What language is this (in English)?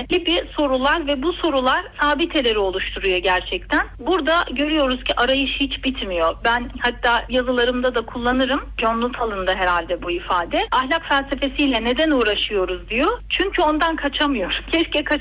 Turkish